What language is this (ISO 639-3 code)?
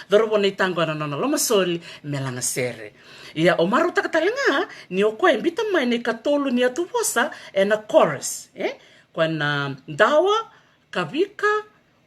fij